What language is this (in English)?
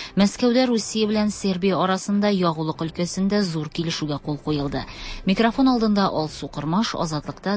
Tatar